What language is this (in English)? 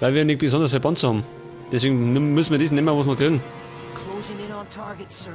Bavarian